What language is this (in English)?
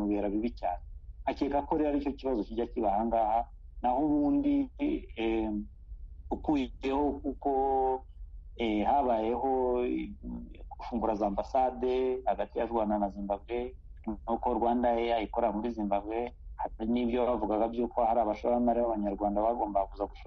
Kinyarwanda